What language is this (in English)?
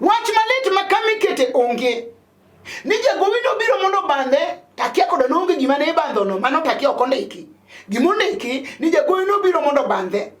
Luo (Kenya and Tanzania)